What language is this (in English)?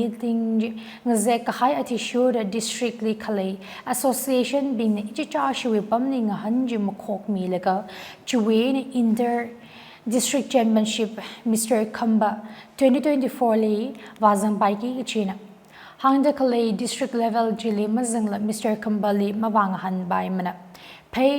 Tangkhul Naga (India)